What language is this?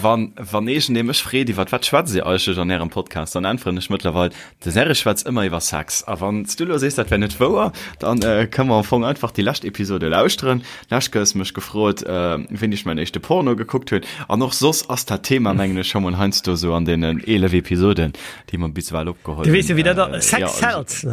Luxembourgish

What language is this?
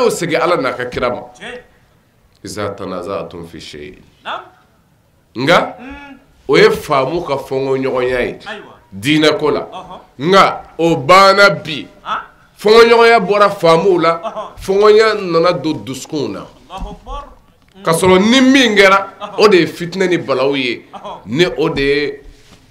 Bambara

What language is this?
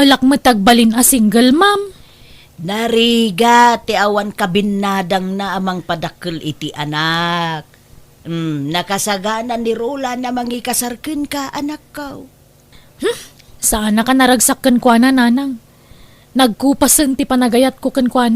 Iloko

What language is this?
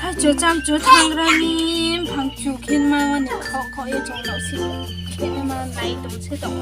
Riang (India)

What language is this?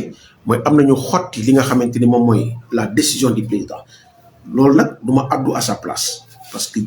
Wolof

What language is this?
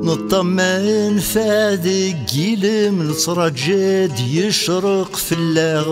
Kabyle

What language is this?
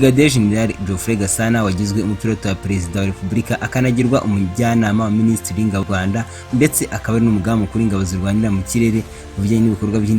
Kinyarwanda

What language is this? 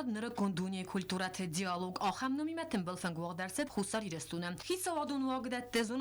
Ossetic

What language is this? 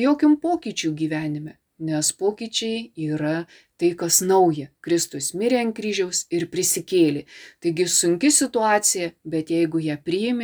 Lithuanian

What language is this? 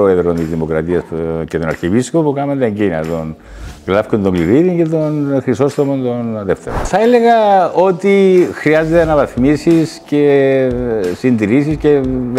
Greek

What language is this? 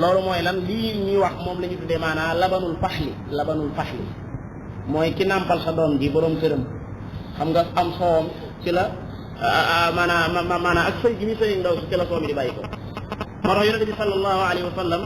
Wolof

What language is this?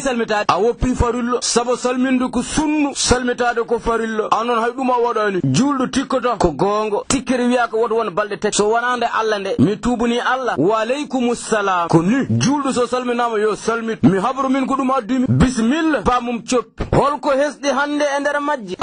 Fula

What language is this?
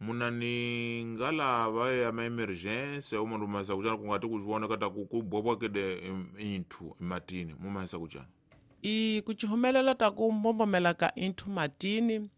Tsonga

